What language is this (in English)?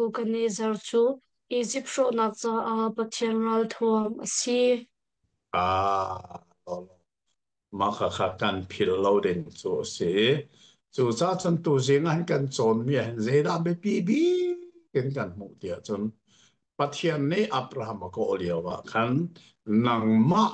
Hakha Chin